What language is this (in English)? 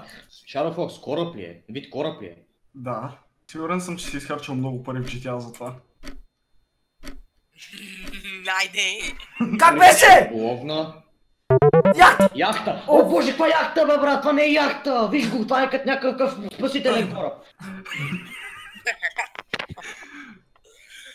Bulgarian